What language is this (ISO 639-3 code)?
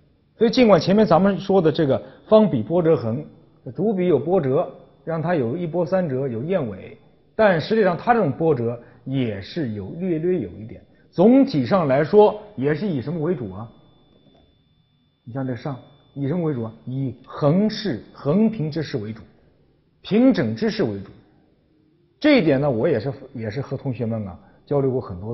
zho